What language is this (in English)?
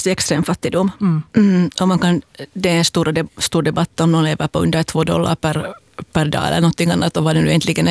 Swedish